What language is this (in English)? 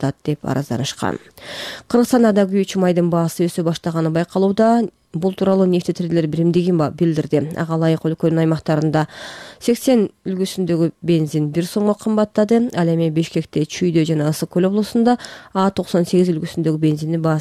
Kyrgyz